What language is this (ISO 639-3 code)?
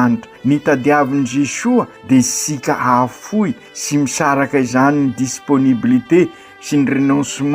mlg